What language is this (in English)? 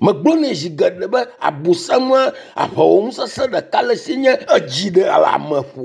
Ewe